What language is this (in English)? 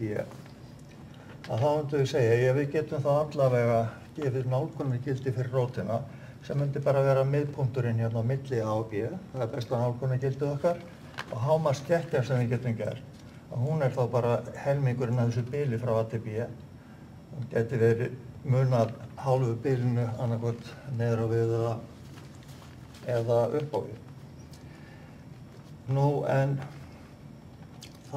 Icelandic